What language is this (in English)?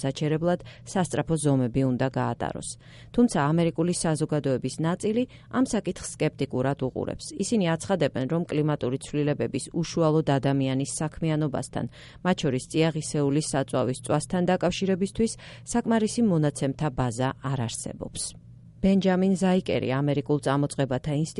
Georgian